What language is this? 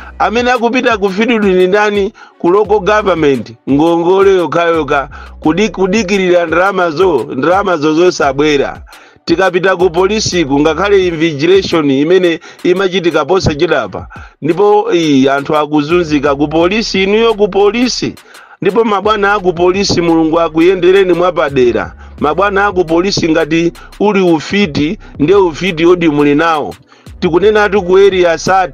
Nyanja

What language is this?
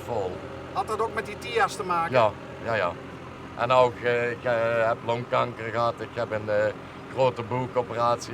Limburgish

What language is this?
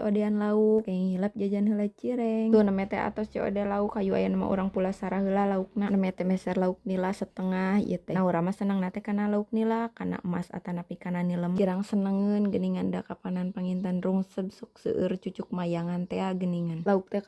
Sundanese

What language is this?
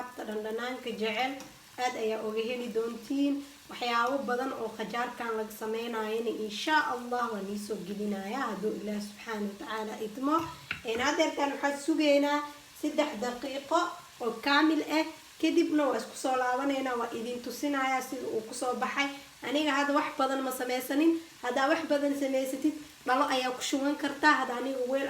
Somali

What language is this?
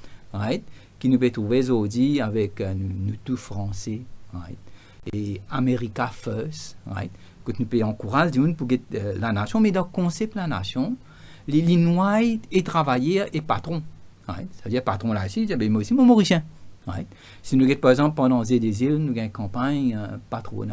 Morisyen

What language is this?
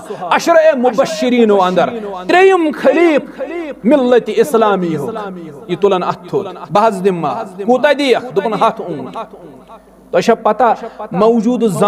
Kashmiri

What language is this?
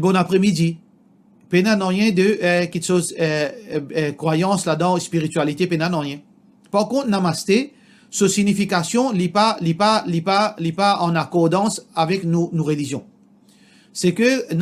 Morisyen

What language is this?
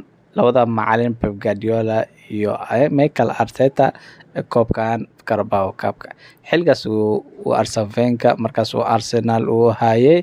Somali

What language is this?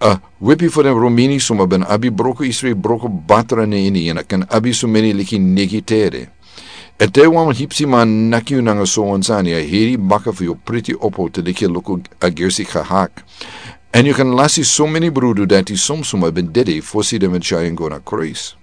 Sranan Tongo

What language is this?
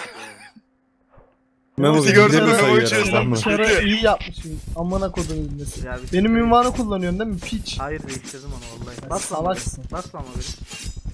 Turkish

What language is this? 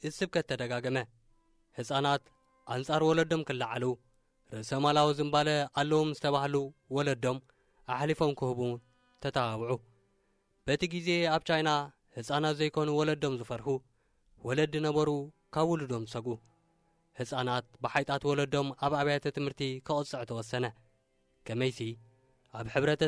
Tigrinya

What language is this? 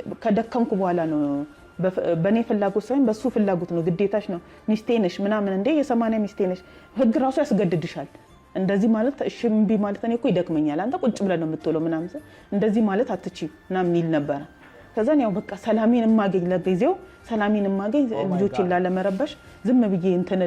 Amharic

